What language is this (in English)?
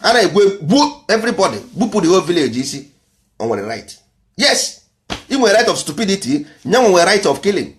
Igbo